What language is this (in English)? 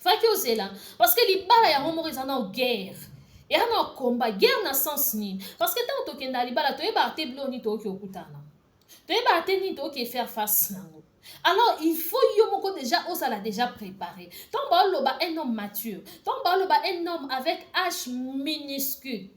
Lingala